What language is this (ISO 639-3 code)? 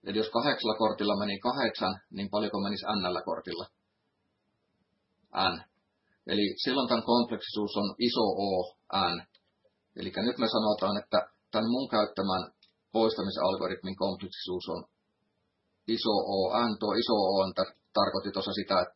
fin